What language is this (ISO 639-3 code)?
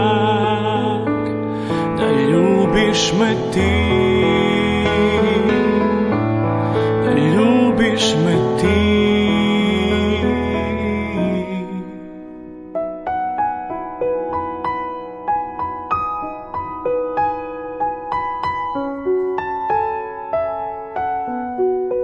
hrv